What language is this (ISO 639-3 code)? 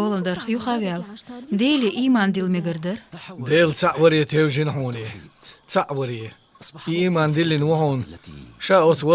che